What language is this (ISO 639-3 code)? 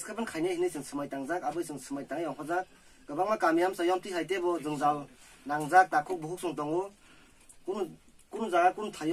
trp